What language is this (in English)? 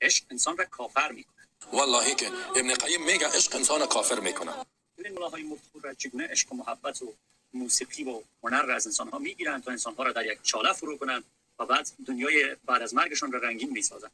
Persian